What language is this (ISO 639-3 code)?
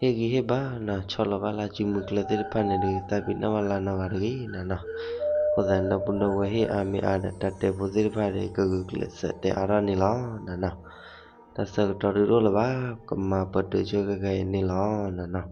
ksw